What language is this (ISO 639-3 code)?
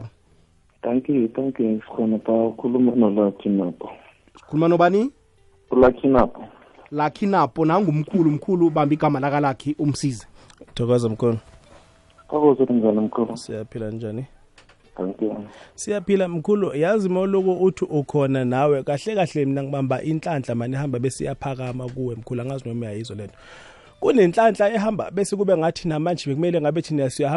nbl